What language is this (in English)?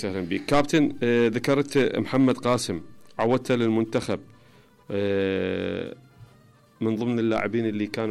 Mesopotamian Arabic